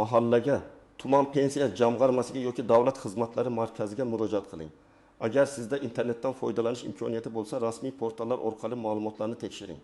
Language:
Uzbek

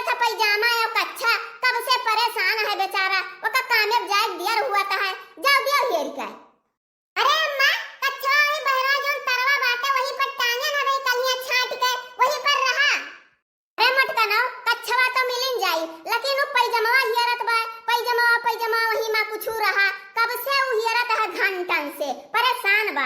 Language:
Awadhi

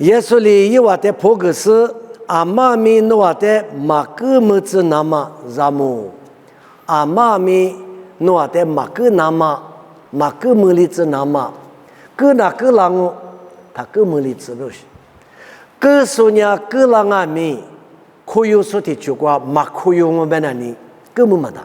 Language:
Lisu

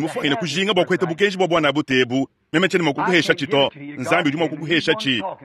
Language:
Luba-Lulua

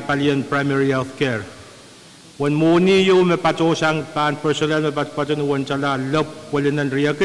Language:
Pohnpeian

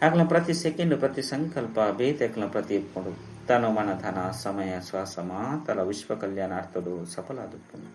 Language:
Tulu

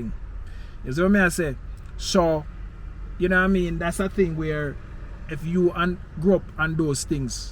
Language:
Jamaican Creole English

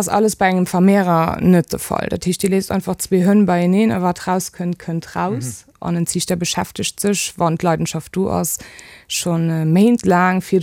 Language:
Luxembourgish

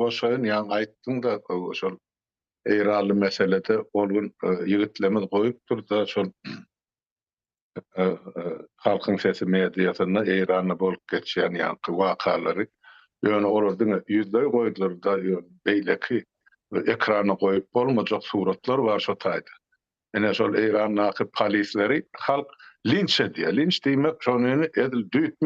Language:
Turkmen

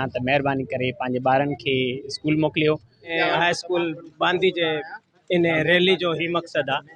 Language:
Sindhi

